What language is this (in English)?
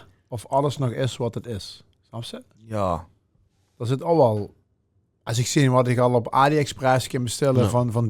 Limburgish